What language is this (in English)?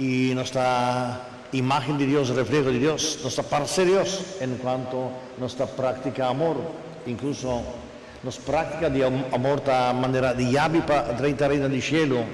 Papiamento